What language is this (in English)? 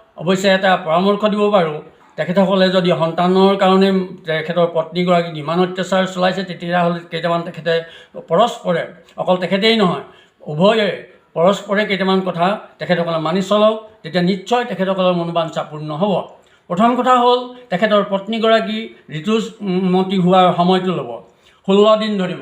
Assamese